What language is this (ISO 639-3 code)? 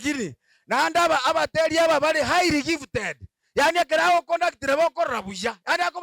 guz